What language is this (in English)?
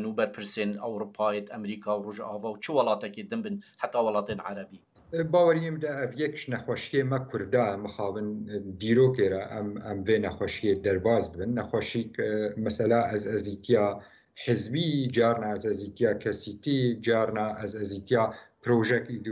Kurdish